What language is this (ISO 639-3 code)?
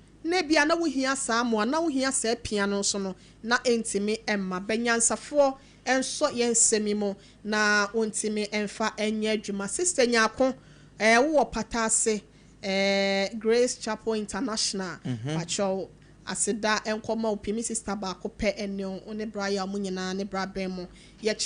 aka